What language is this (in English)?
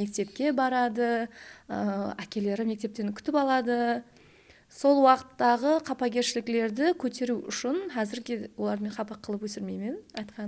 Kara-Kalpak